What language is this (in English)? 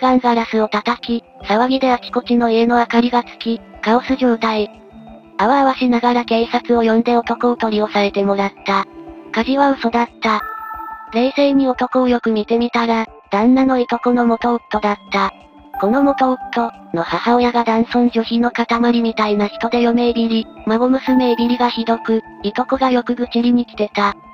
Japanese